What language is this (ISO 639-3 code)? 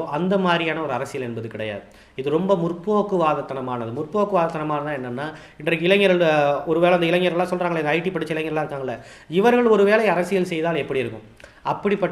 tam